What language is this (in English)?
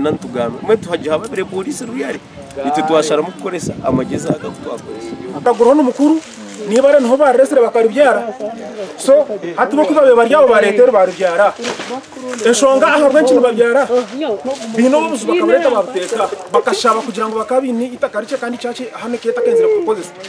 Kinyarwanda